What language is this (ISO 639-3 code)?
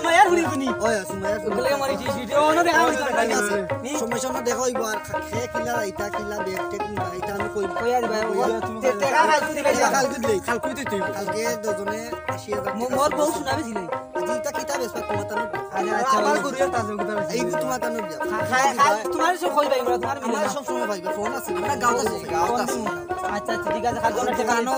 syl